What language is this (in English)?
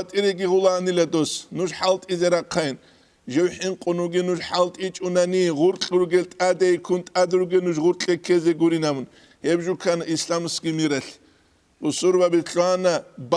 Avaric